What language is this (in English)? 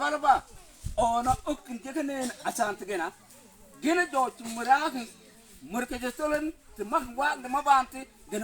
Mabaan